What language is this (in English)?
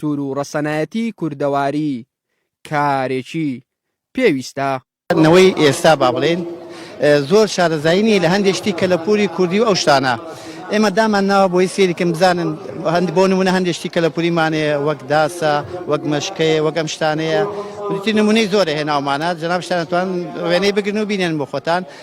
Central Kurdish